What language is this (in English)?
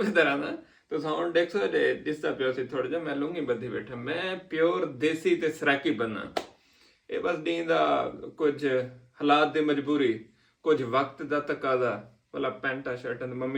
Saraiki